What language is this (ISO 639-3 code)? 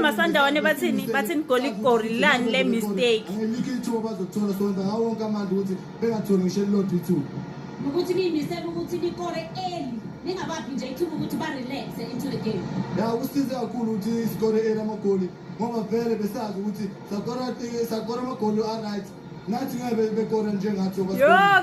zul